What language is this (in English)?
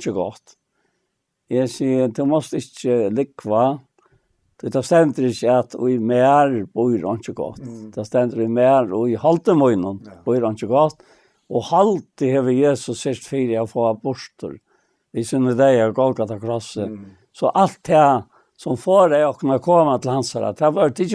Faroese